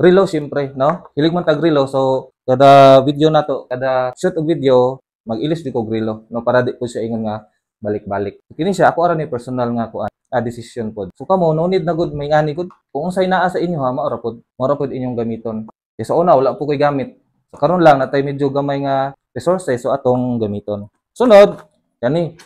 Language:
Cebuano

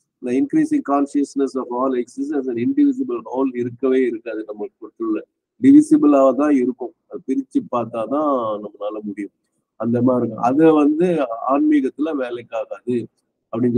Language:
Tamil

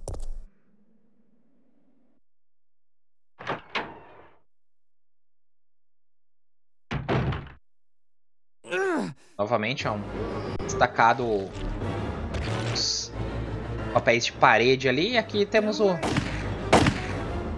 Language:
Portuguese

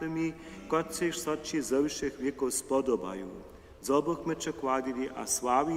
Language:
Upper Sorbian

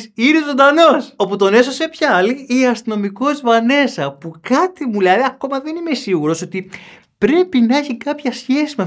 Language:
Greek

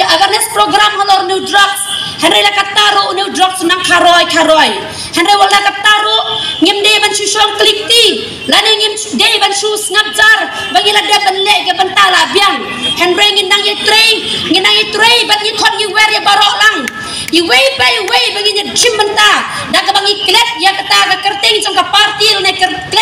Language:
Khasi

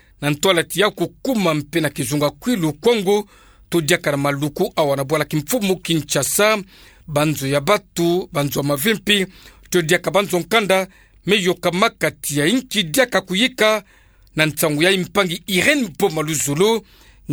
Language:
Kituba (Democratic Republic of Congo)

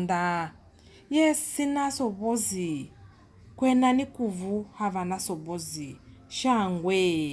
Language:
Lozi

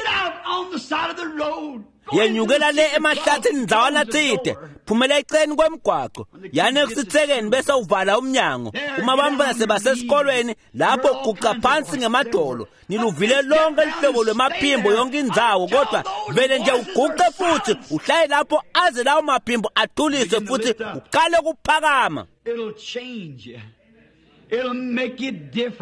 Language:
Swati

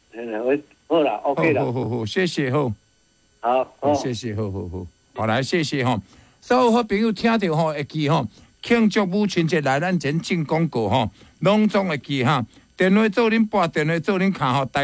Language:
Min Nan Chinese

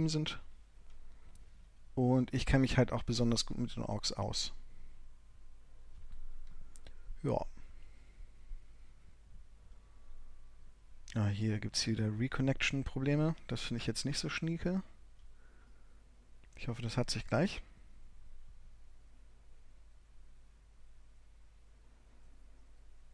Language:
German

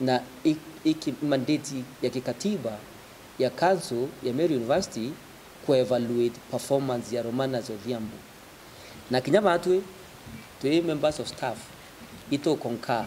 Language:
Meru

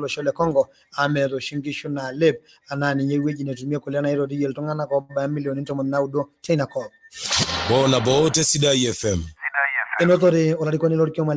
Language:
Masai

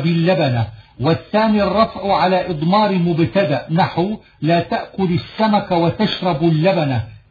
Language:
Arabic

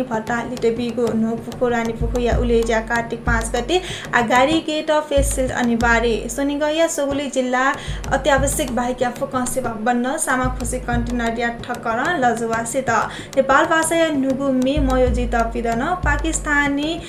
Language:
Newari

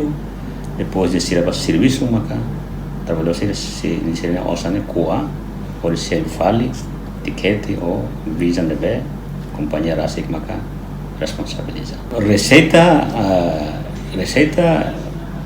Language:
Tetum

